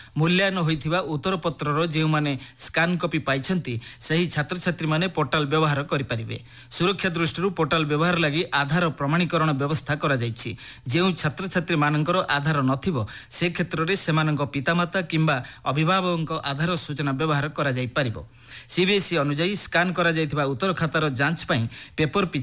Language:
Odia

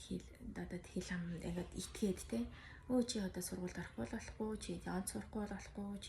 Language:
Mongolian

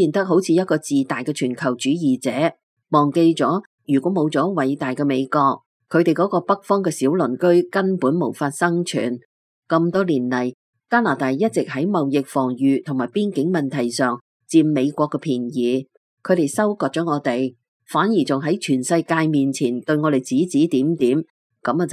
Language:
Cantonese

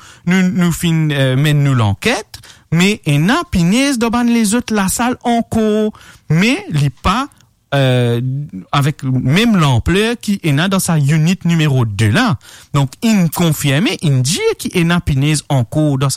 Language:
Morisyen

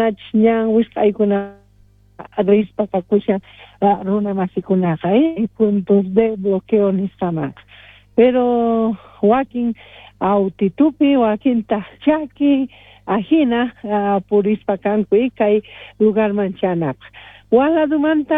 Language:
South Bolivian Quechua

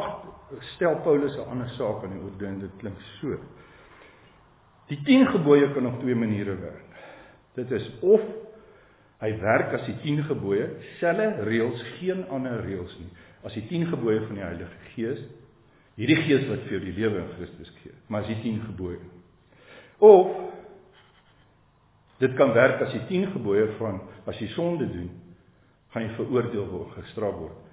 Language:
Afrikaans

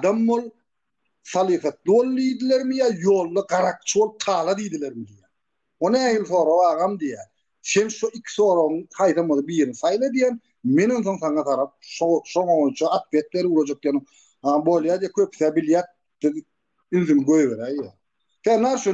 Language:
Turkmen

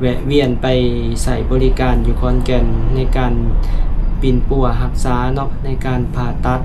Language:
Lao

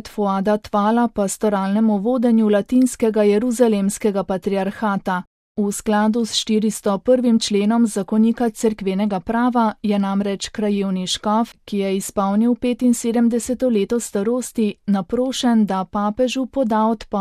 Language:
Slovenian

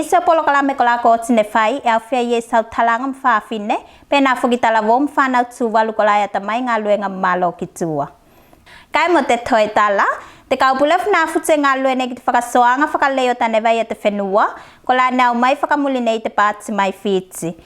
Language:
Tuvalu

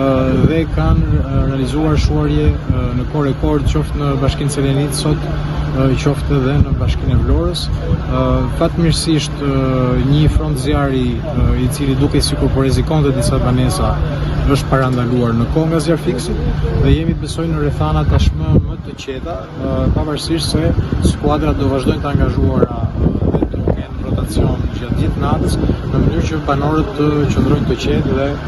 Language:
Albanian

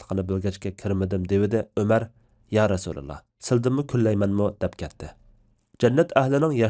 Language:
Uyghur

